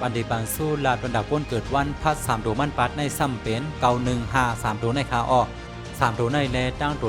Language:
Shan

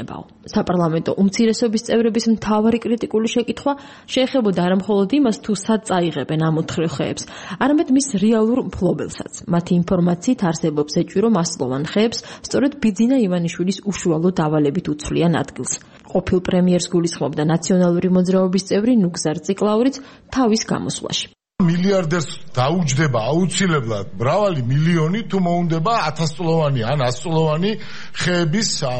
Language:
Georgian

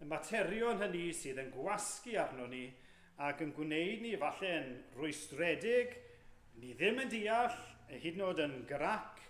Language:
Welsh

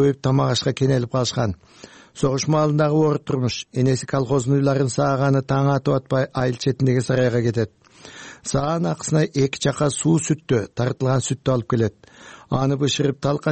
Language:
Kyrgyz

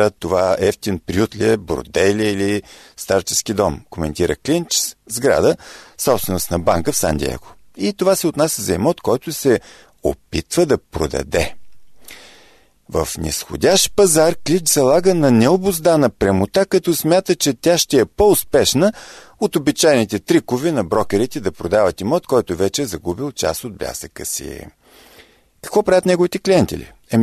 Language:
Bulgarian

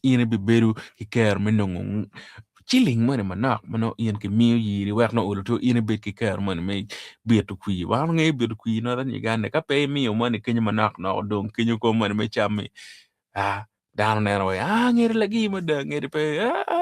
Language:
Acoli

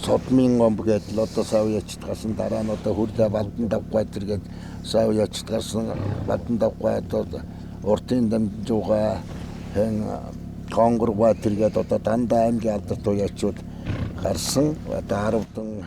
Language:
Mongolian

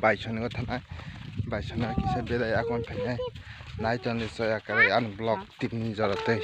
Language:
Kok Borok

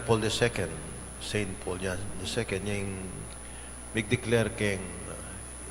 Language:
Pampanga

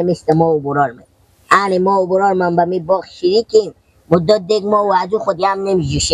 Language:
Persian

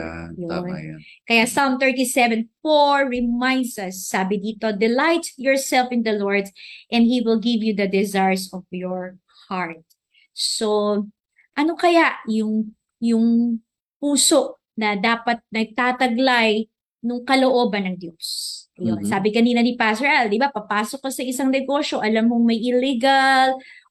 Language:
Filipino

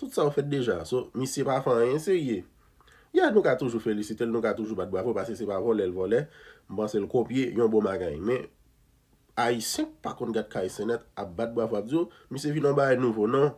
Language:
Haitian Creole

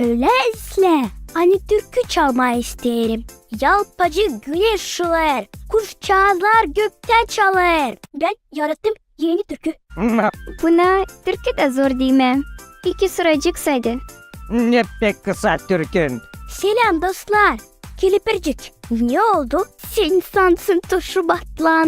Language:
Gagauz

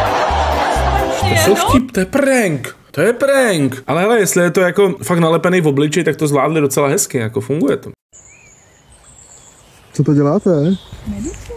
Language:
Czech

